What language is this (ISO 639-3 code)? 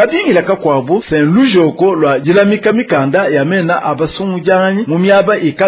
lua